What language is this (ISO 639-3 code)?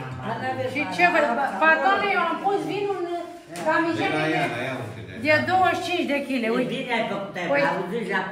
ron